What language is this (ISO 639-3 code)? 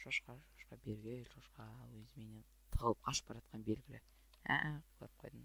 kaz